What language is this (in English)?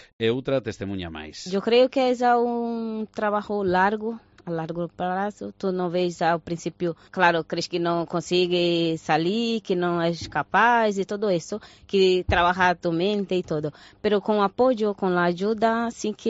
Galician